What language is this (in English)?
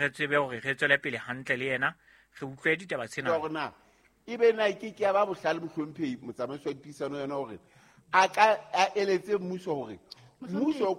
Southern Sotho